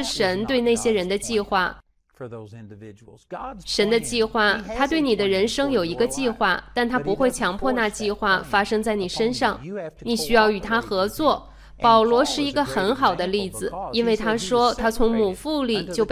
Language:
Chinese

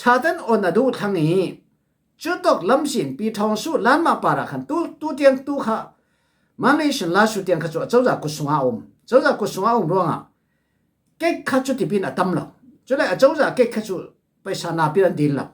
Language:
Falam Chin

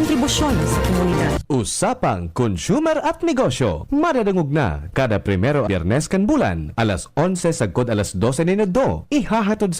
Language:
Bikol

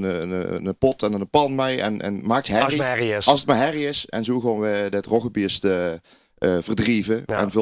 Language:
Limburgish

